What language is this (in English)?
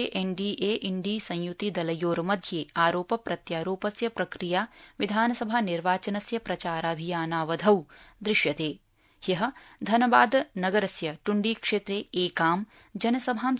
Sanskrit